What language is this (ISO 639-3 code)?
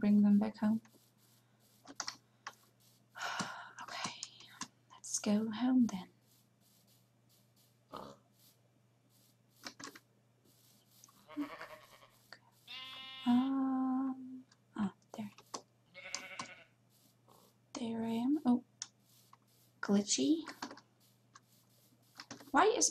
eng